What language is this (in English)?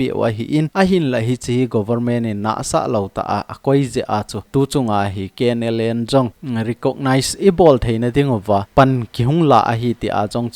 Thado Chin